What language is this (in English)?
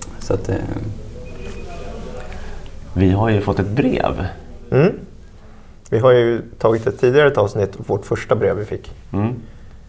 Swedish